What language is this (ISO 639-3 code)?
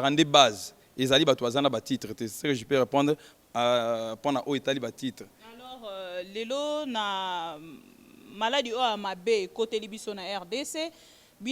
lin